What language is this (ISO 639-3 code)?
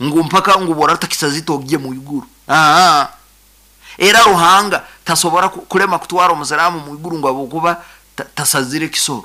nyo